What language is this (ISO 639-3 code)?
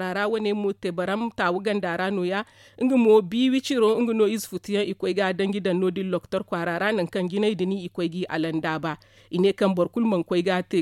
dje